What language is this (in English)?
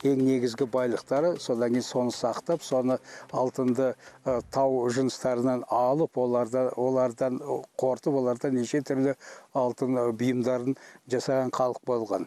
Kazakh